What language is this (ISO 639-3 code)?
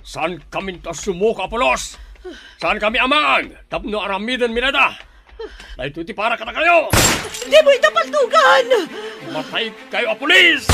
ilo